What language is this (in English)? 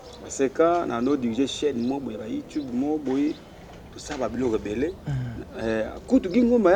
Lingala